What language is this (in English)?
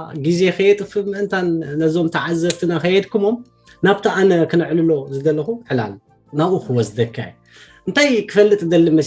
Tigrinya